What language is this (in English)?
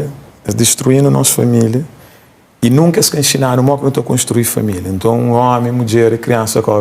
Kabuverdianu